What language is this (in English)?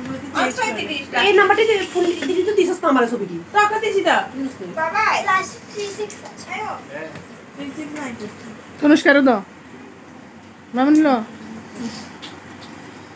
Bangla